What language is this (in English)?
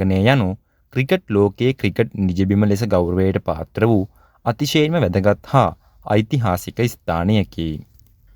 Sinhala